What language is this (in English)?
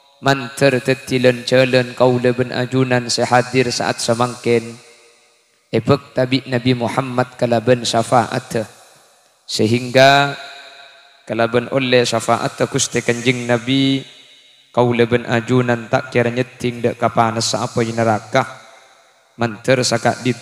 Madurese